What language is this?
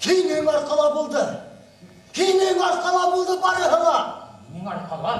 Bashkir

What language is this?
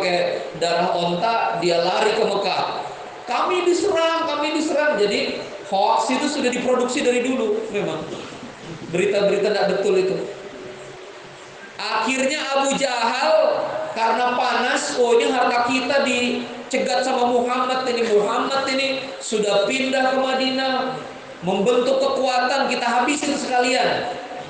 Indonesian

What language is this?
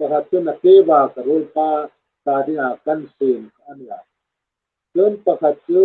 Hmar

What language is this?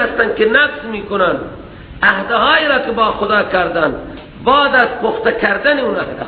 Persian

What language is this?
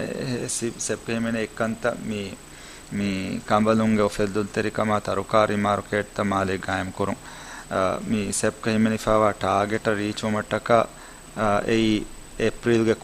Divehi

